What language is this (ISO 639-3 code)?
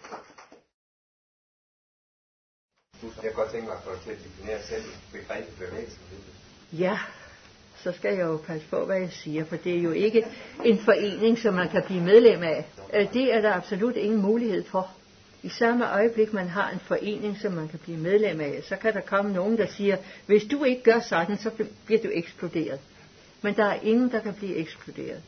dan